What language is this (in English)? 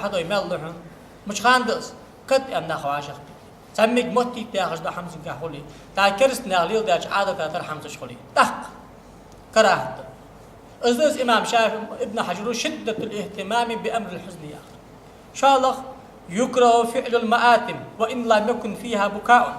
Ingush